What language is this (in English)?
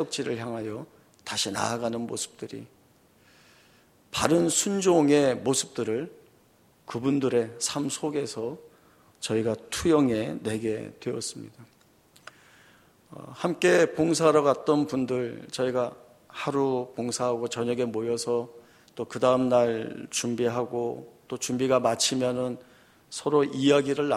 Korean